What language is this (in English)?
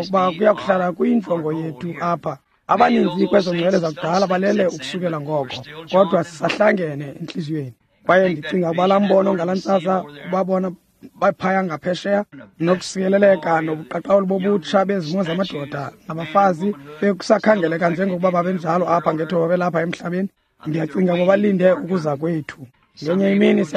Xhosa